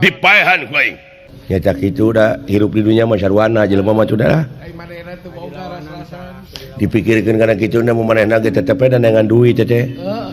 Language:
Sundanese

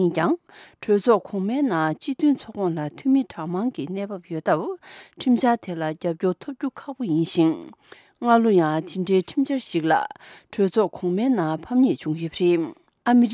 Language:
Tibetan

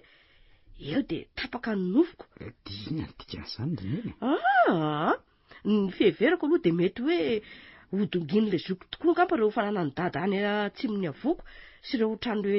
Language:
Malagasy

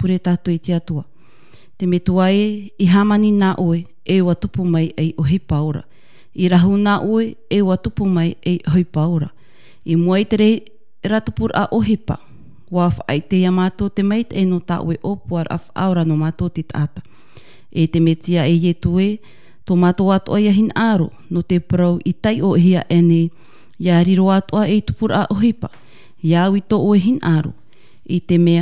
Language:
Tahitian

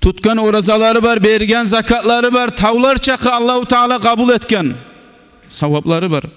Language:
Kumyk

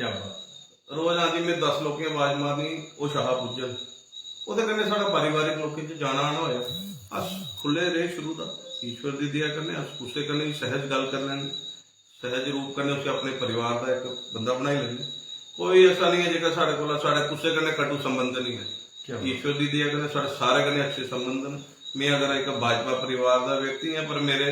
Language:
Dogri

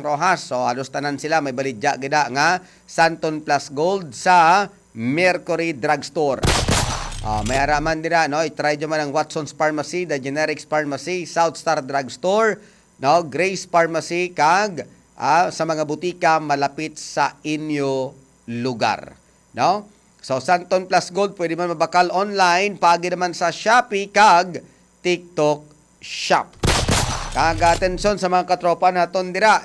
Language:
Hiligaynon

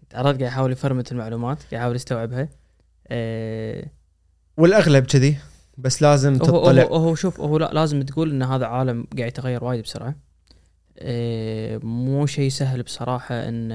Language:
Gulf Arabic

